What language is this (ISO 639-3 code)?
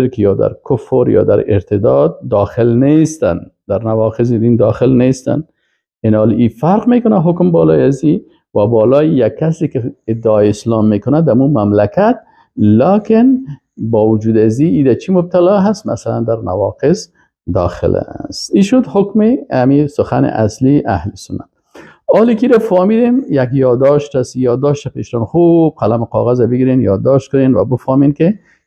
fas